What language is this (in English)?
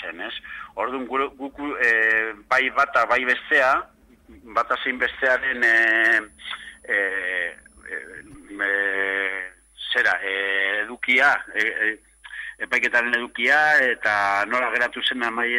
Basque